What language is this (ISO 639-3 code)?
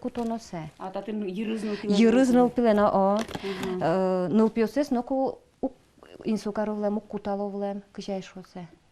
udm